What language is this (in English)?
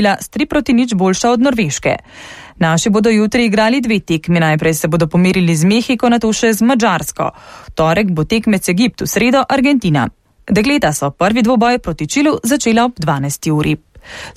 Slovenian